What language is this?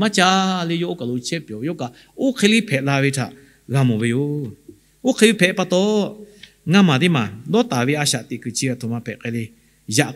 Lahu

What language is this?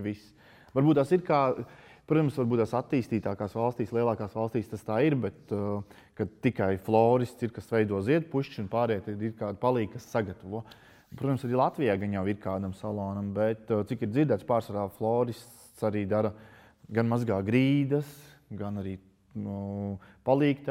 Latvian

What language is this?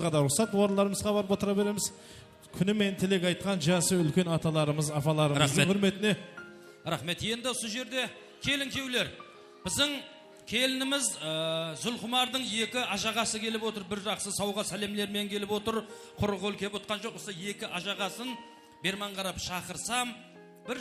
Kara-Kalpak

